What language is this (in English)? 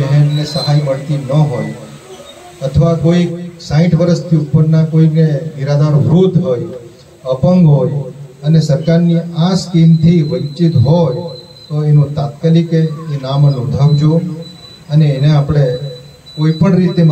Gujarati